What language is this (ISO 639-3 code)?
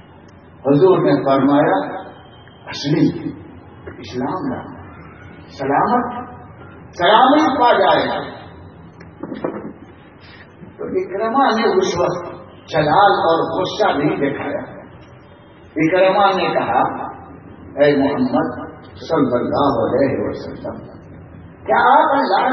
urd